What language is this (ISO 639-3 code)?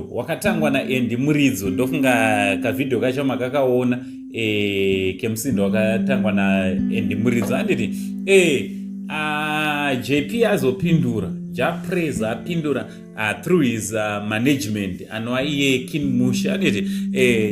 sna